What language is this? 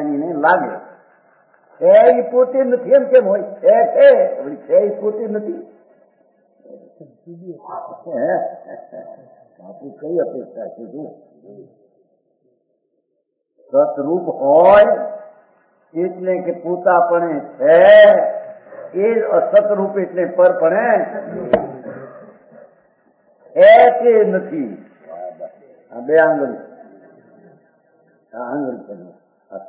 Gujarati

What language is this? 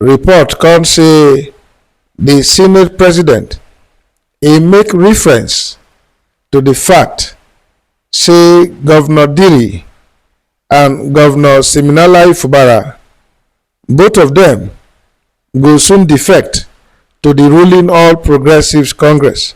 Nigerian Pidgin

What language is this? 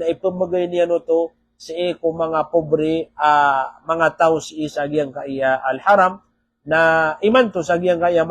Maranao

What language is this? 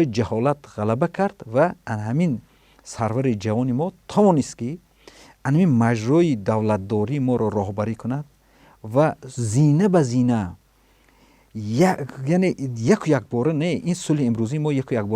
Tajik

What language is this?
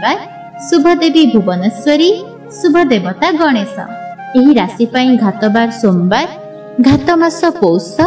Odia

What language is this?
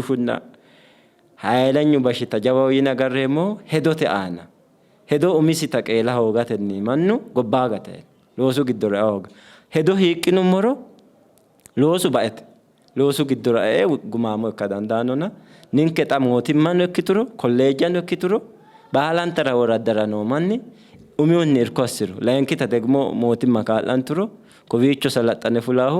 Sidamo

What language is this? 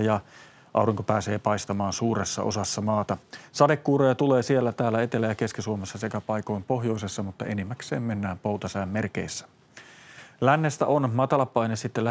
Finnish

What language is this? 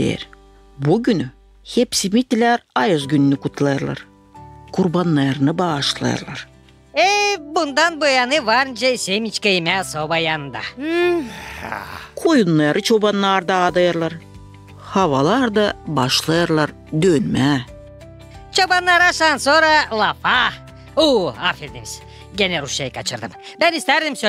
Gagauz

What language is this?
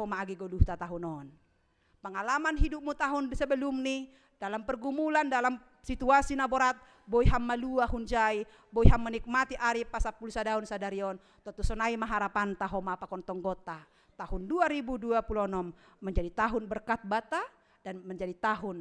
Batak Simalungun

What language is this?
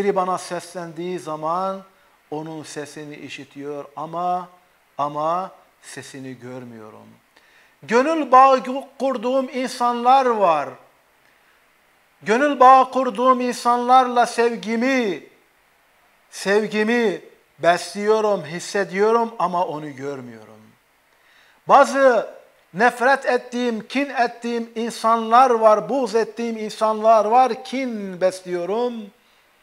Turkish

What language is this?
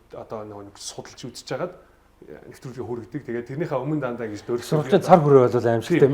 Mongolian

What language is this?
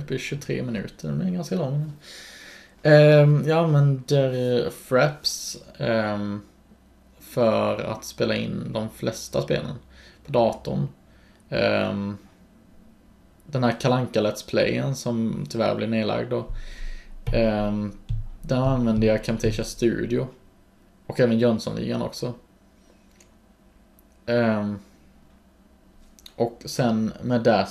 Swedish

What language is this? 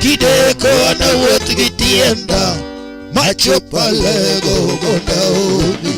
Luo (Kenya and Tanzania)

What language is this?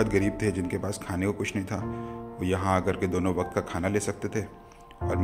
Hindi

